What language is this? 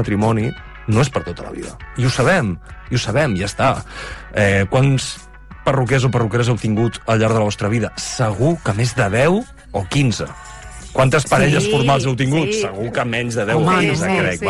Catalan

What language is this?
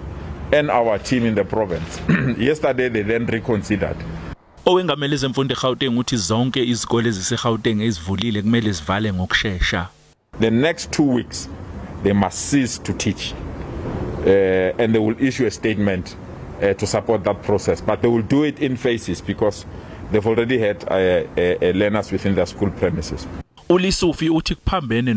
Zulu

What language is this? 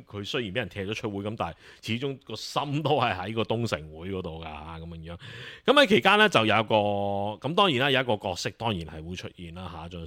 Cantonese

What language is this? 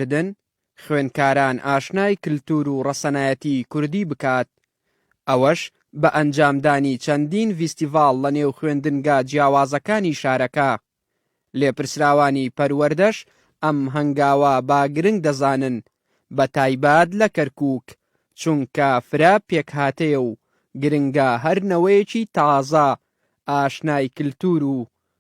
Central Kurdish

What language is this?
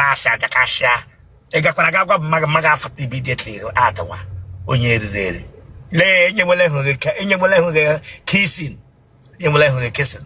Igbo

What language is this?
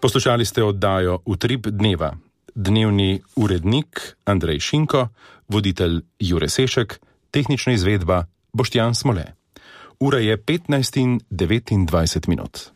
Slovenian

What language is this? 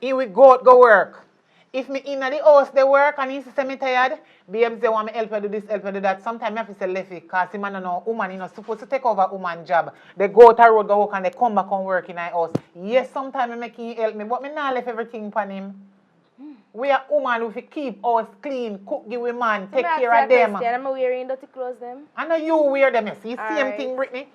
Jamaican Creole English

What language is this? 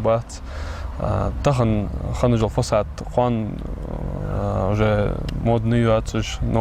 Ingush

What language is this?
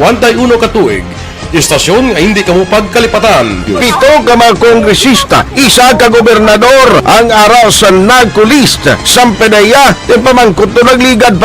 Hiligaynon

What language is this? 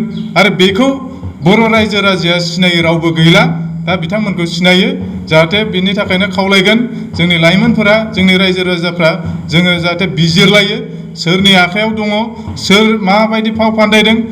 Bodo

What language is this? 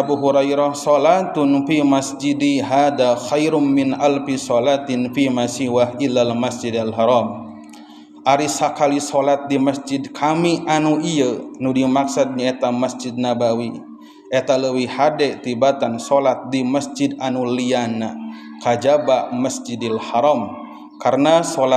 Sundanese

